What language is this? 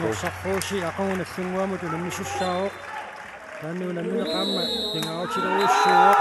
Kalaallisut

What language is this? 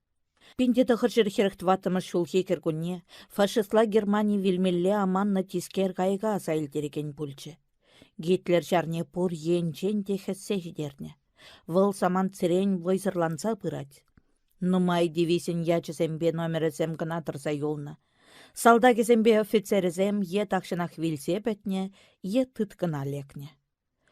Chuvash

